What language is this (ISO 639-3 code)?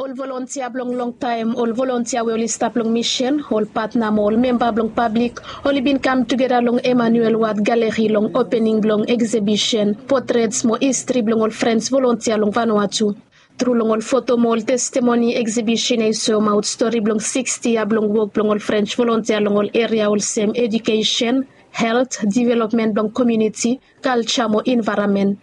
bis